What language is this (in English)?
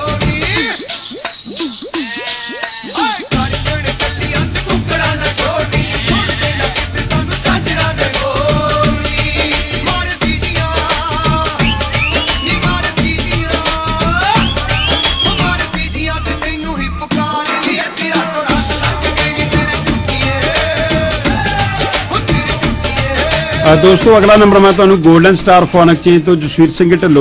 Punjabi